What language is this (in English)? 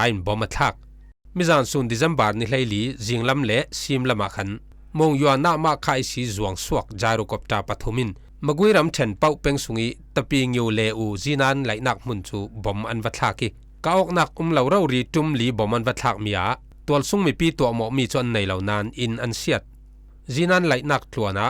Falam Chin